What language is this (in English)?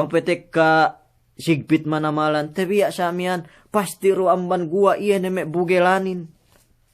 Yakan